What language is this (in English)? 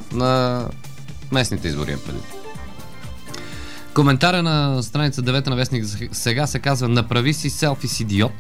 Bulgarian